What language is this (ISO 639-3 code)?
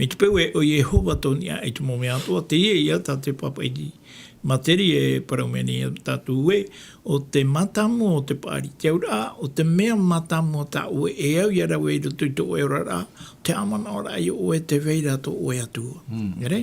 tah